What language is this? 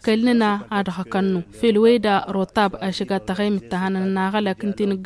Tamasheq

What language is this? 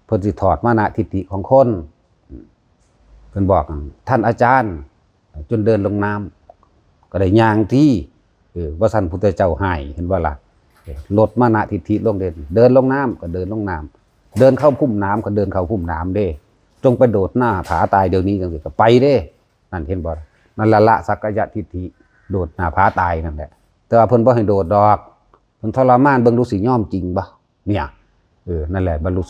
Northeastern Thai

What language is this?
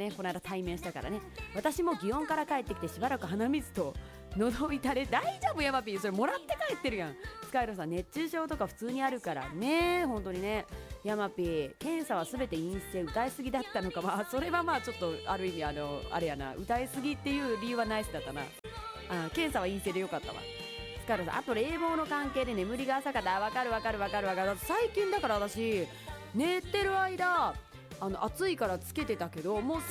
Japanese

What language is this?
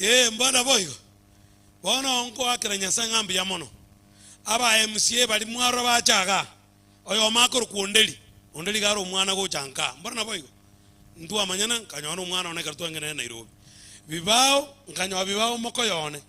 Gusii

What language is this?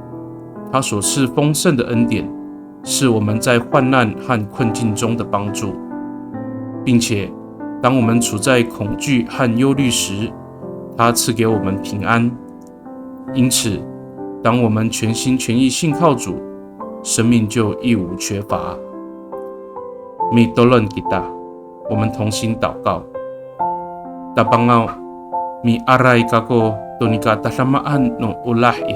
Amis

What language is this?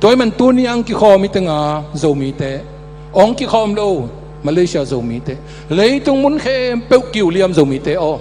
Tedim Chin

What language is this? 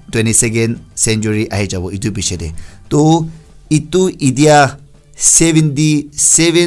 Naga Pidgin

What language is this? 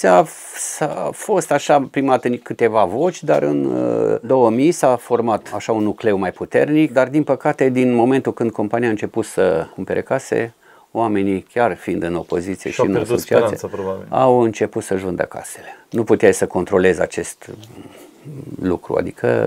Romanian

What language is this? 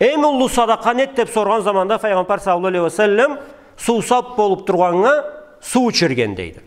Karachay-Balkar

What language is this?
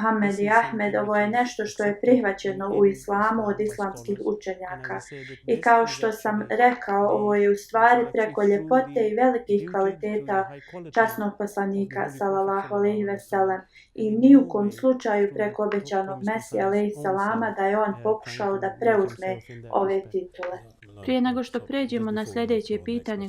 Bosnian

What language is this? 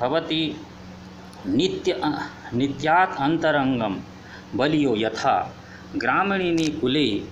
Sanskrit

